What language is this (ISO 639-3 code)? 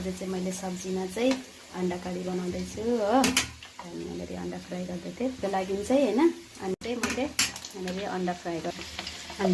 nep